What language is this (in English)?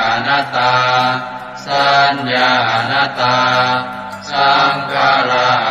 Pali